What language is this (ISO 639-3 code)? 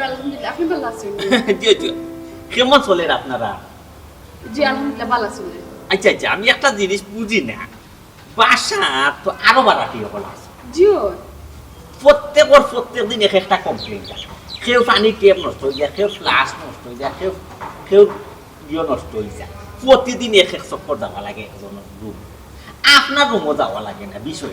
syl